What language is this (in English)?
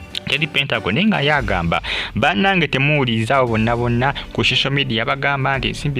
Ganda